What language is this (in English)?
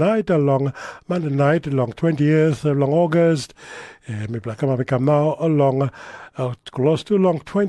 Tok Pisin